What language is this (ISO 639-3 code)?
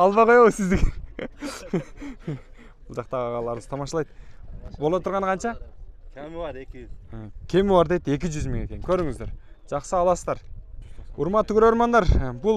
kir